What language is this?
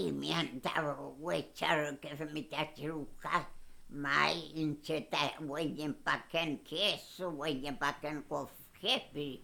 Mapuche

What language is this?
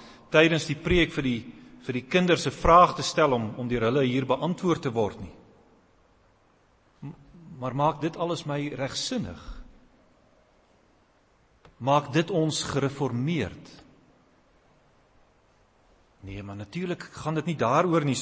Afrikaans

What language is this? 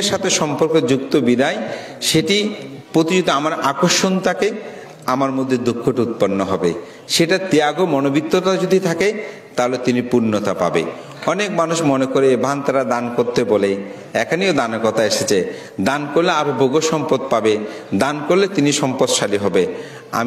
Bangla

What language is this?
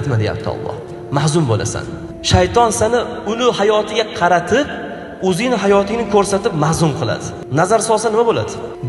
Uzbek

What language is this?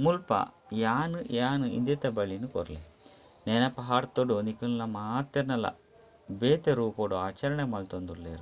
Tulu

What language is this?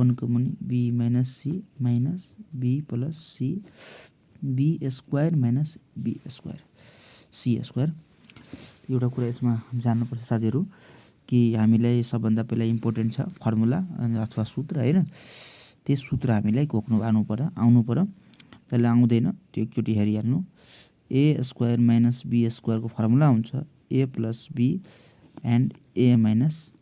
Nepali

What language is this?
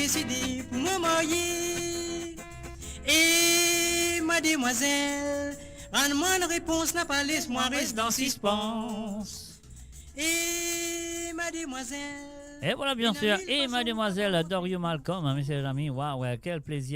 Morisyen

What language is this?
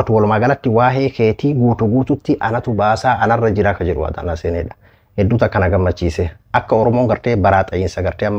Oromo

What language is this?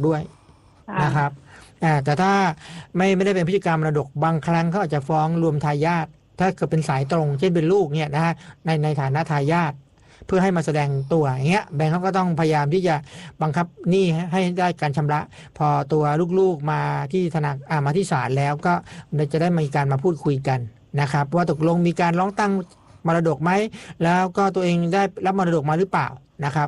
Thai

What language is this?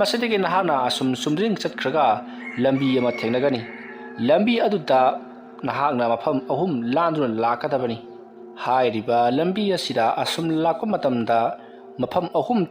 Manipuri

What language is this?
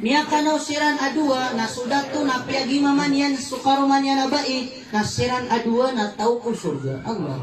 Maranao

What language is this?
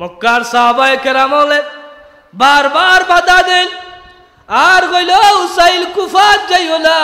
Sylheti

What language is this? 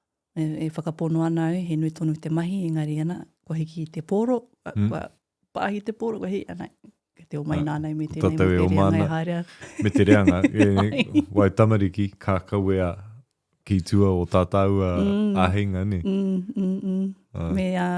Māori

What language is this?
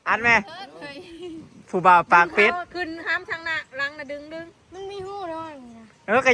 Northeastern Thai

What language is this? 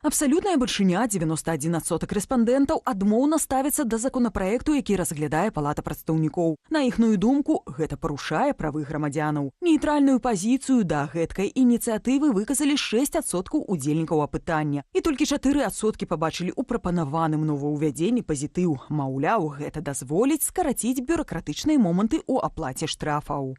Belarusian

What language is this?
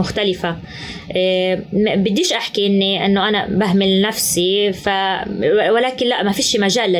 North Levantine Arabic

